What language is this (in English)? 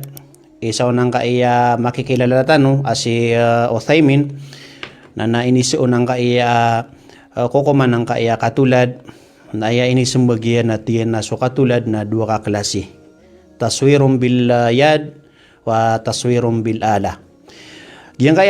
Maranao